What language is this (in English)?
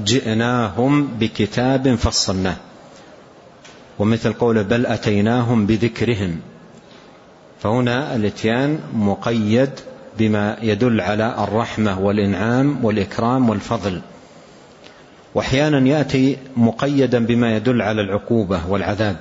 Arabic